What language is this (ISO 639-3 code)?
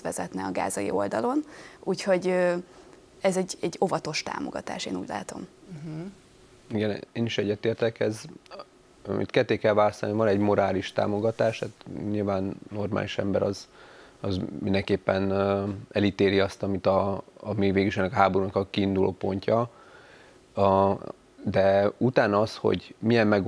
hun